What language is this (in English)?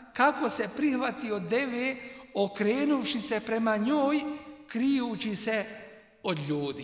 Bosnian